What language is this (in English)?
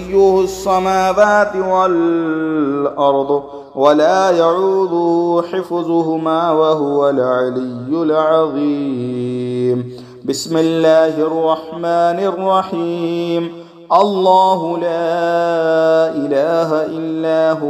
Arabic